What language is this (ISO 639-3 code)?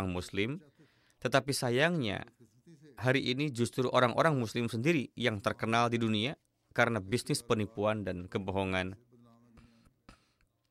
ind